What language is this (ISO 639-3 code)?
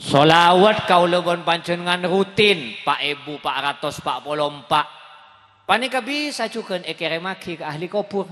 mad